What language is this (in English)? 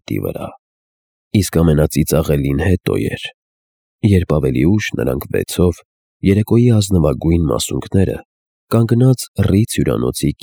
Armenian